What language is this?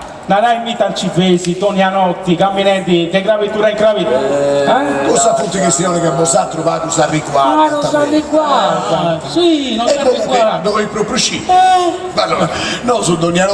Sardinian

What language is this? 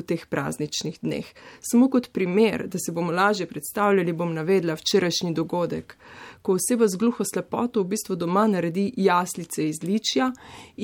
Slovenian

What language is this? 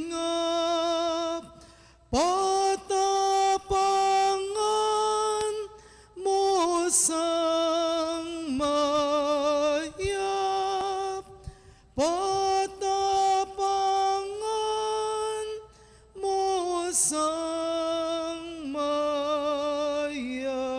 Pampanga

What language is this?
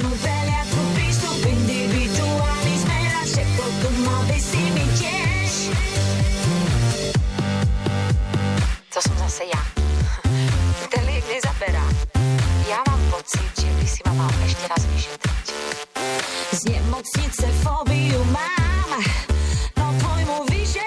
Slovak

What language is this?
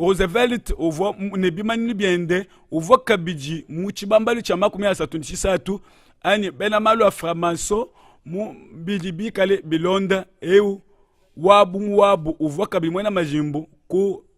Luba-Lulua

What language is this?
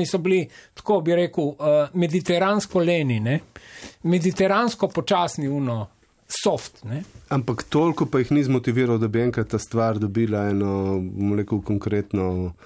Slovenian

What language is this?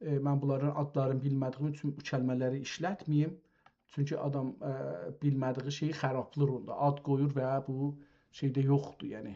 South Azerbaijani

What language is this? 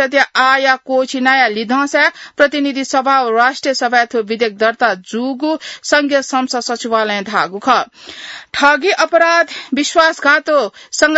Newari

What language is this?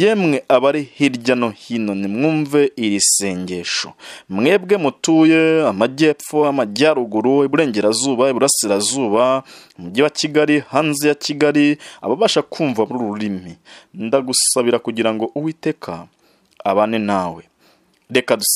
Kinyarwanda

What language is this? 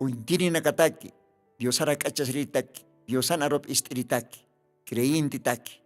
Aymara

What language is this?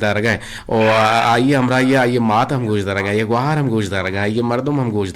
Eastern Balochi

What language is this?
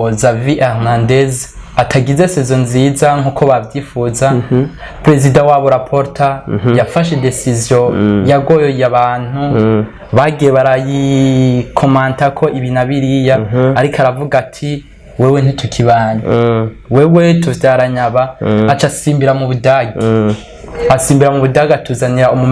Rundi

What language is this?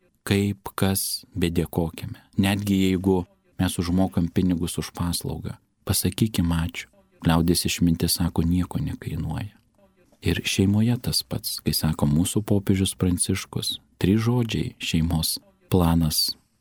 Lithuanian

